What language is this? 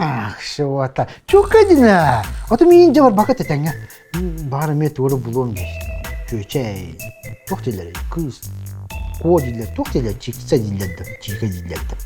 Yakut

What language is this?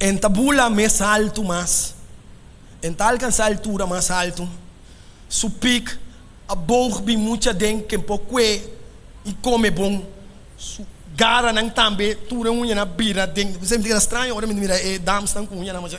Papiamento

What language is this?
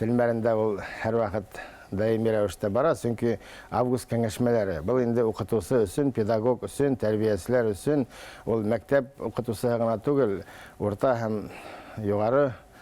Bashkir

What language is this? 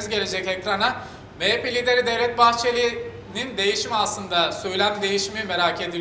Turkish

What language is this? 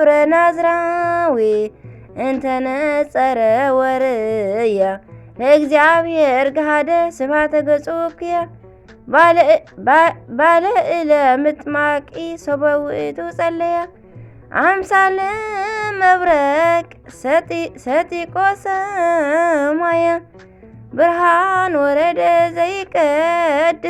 Tigrinya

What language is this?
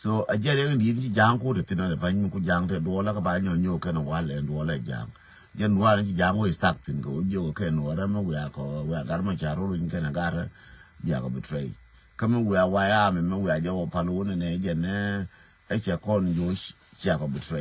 Nuer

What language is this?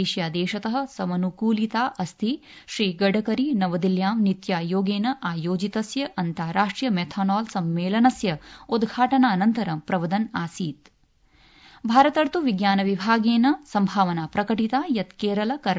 Sanskrit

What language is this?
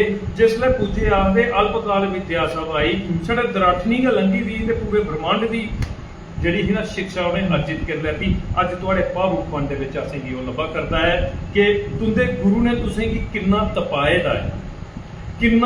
Dogri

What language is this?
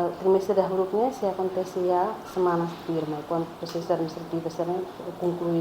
Tetum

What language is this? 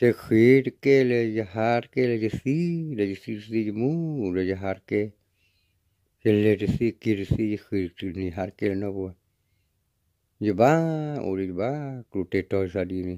S'gaw Karen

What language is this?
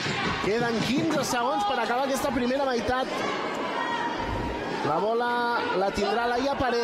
Catalan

